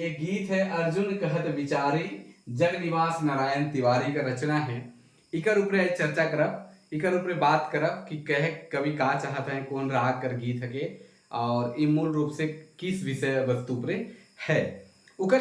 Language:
Sadri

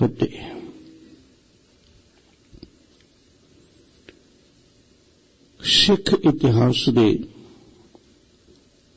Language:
Punjabi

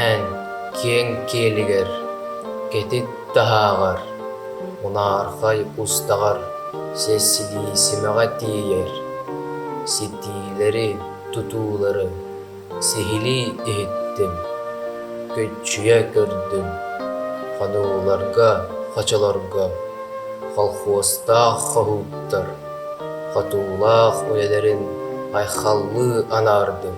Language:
Yakut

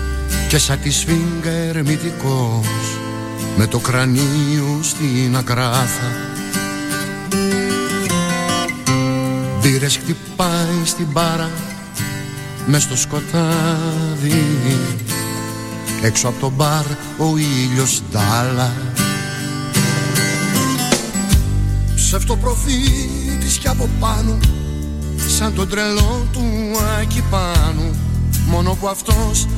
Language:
Greek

